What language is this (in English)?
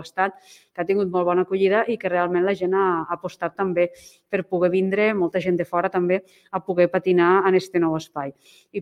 Catalan